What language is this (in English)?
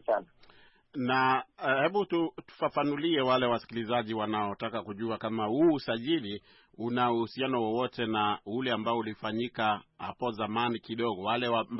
Swahili